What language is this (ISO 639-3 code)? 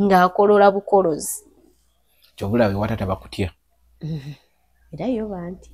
lug